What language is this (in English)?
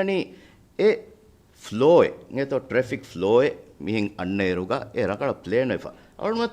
Divehi